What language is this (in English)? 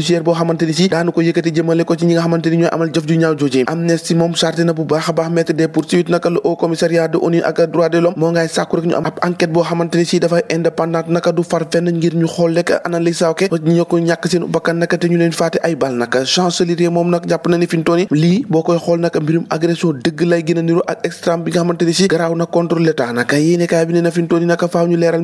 Wolof